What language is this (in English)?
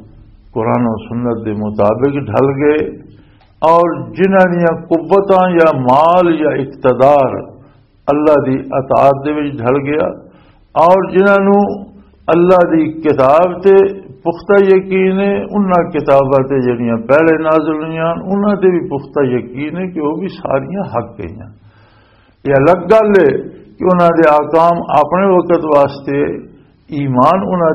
Western Panjabi